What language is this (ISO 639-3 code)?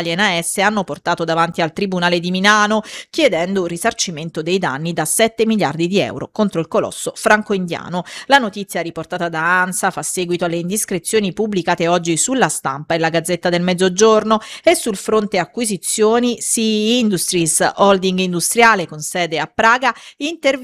ita